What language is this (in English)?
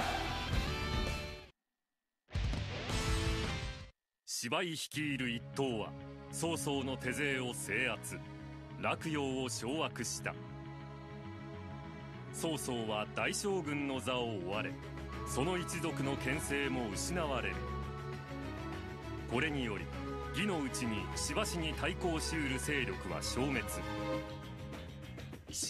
Japanese